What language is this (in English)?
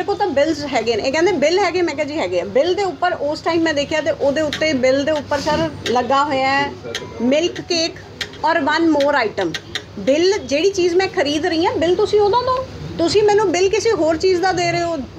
Punjabi